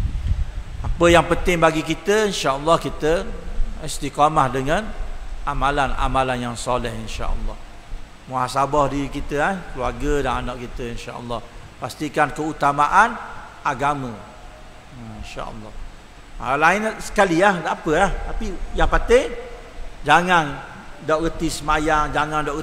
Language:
Malay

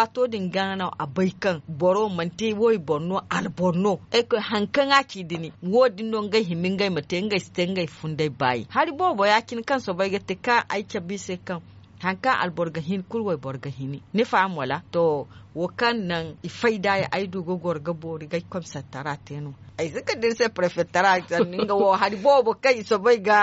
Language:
Zarma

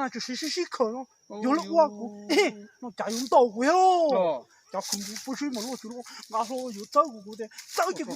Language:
Hmong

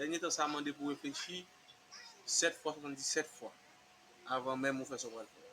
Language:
Haitian Creole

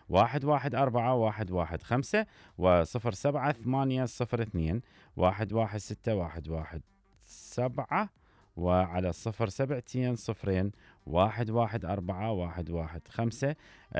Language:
Mesopotamian Arabic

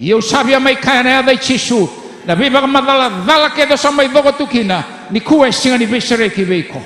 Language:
Fijian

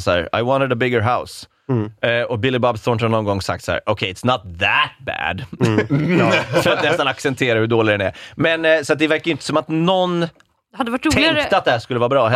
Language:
Swedish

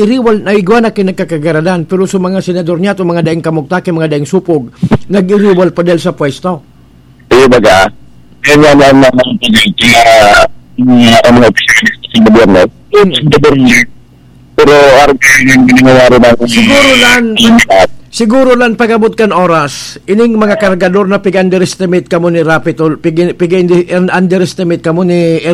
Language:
Bikol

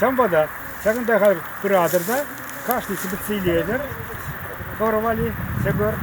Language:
Chuvash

